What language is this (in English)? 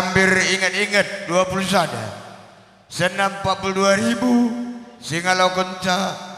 Batak Karo